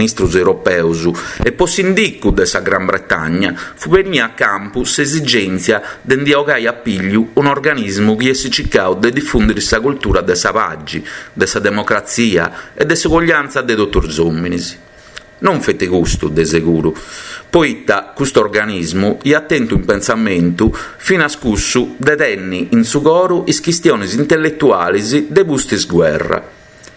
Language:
Sardinian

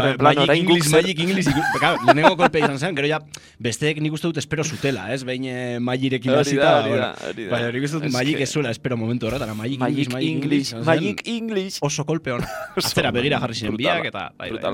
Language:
Basque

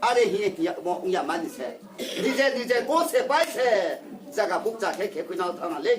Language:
Riang (India)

